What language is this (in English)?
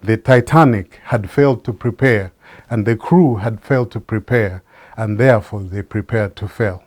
English